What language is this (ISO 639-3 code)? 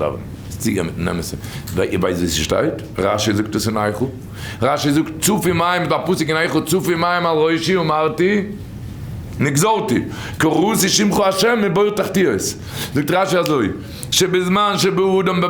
yid